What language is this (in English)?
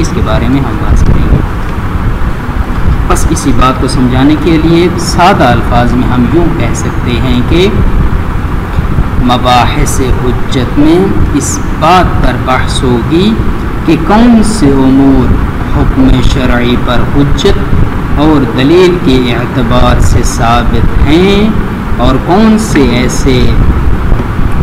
Urdu